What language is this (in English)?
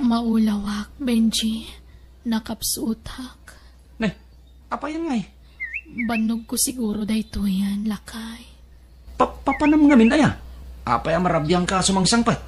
Iloko